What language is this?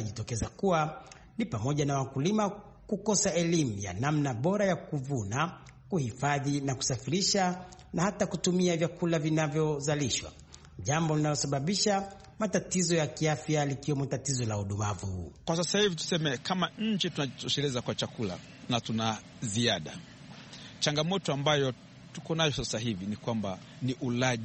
Swahili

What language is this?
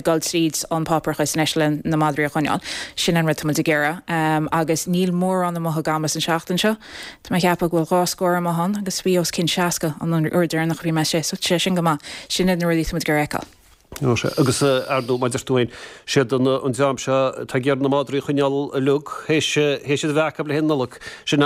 Irish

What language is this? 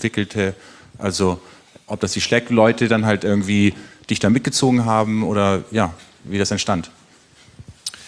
German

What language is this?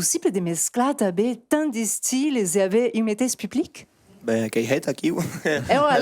Occitan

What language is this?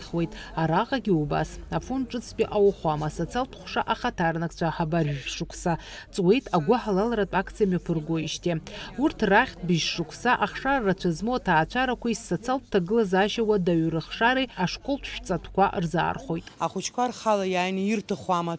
Abkhazian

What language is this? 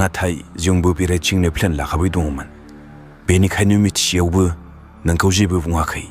Bodo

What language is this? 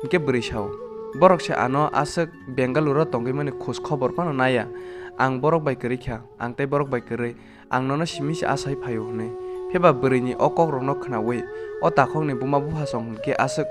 Kok Borok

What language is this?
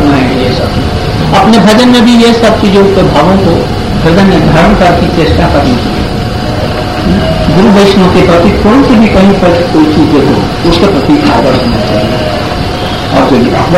Hindi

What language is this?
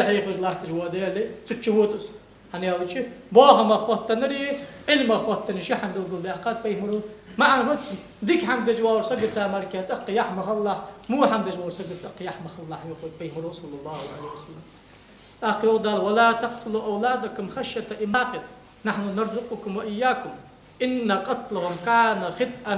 Ingush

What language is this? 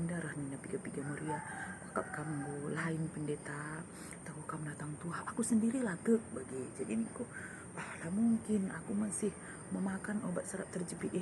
Batak Karo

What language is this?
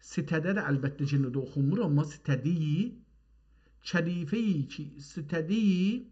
South Azerbaijani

